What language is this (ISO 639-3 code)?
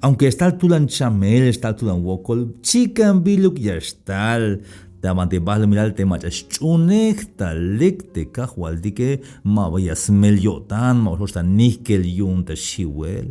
tzh